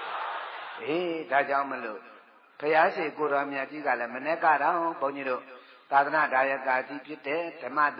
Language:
Burmese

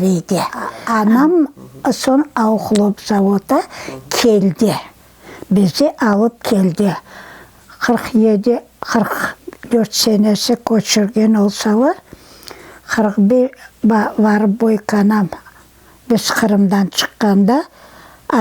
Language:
Crimean Tatar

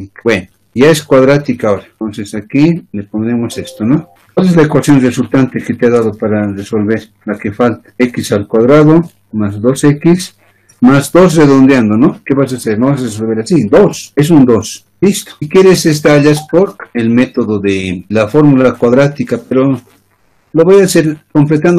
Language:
Spanish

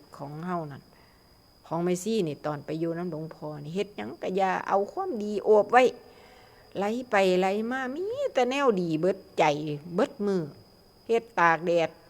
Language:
Northeastern Thai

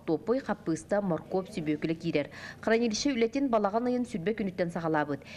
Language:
Yakut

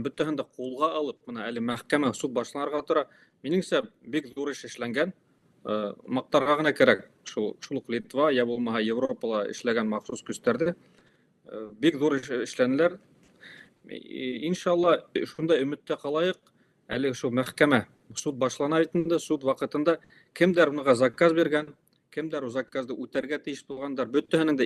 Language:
Bashkir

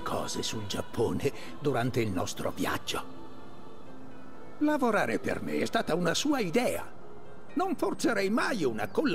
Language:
Italian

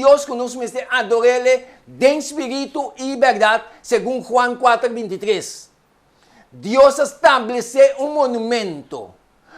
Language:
Papiamento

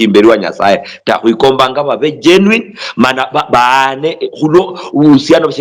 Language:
Luyia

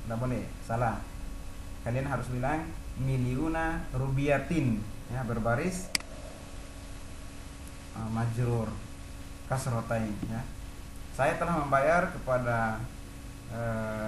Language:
Indonesian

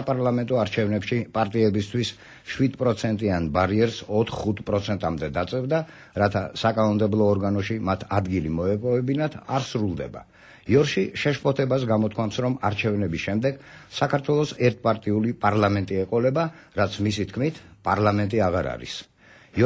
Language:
Georgian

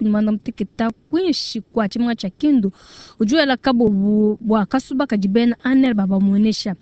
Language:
Luba-Lulua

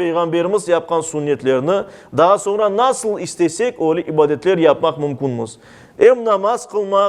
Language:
Crimean Tatar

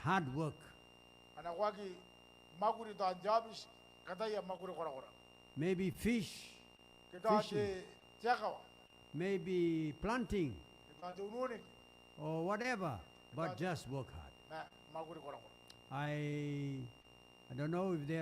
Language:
Gilbertese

